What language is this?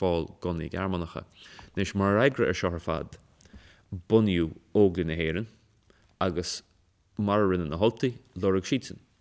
Irish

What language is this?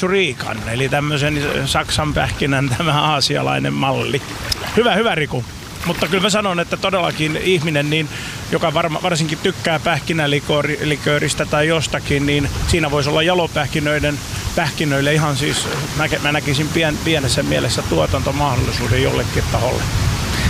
Finnish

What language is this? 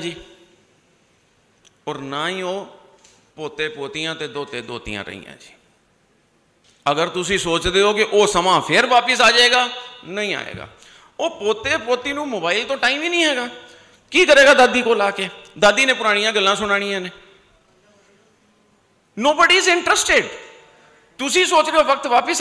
Punjabi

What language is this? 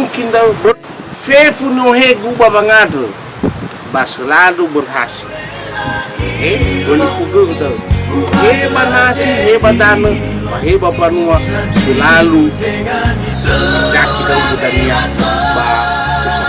Nias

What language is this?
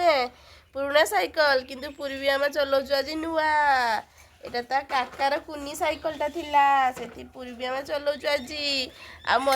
Odia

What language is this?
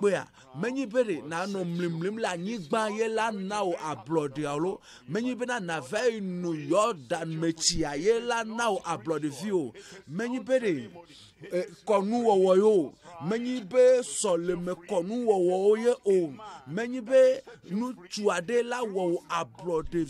Ewe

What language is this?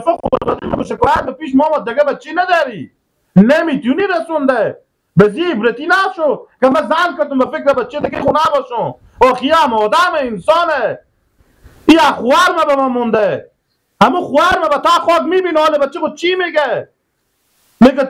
Persian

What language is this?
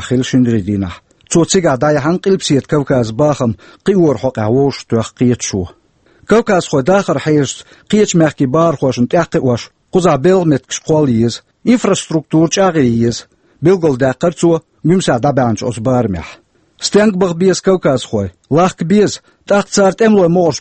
Chechen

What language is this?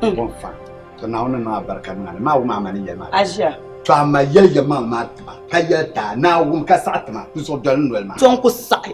Dagbani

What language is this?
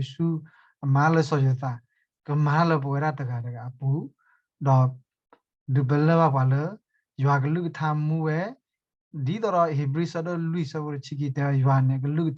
S'gaw Karen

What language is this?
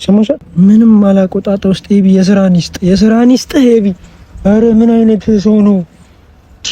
Amharic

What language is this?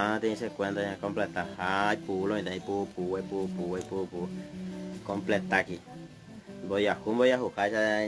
Guarani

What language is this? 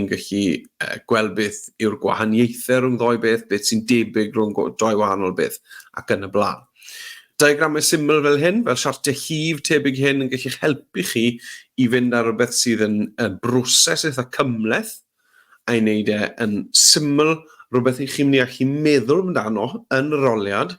Welsh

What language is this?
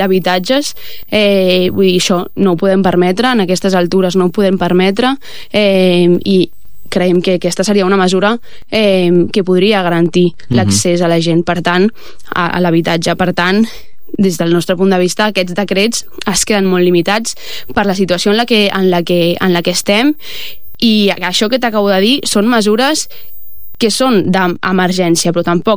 Catalan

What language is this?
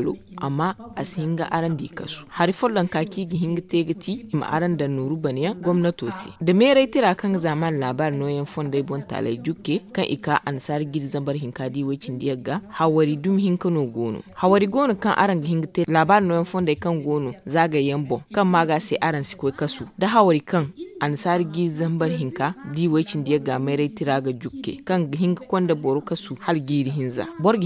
Zarma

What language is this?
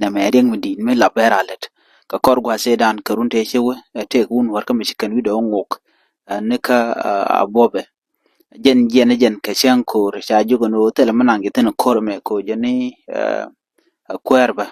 Nuer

